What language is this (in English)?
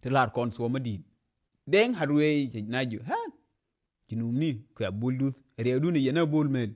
Nuer